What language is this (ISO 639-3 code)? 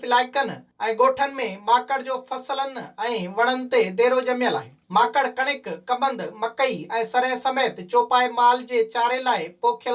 snd